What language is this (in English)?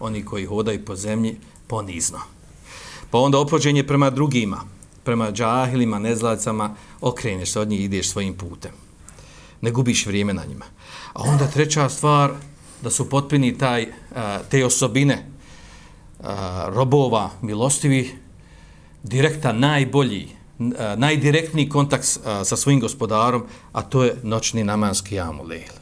Bosnian